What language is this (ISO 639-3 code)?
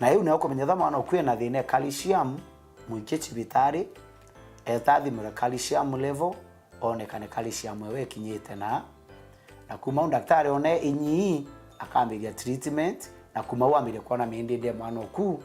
mer